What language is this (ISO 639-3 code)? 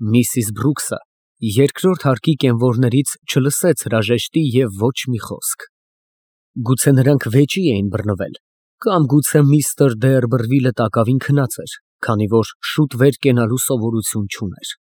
hye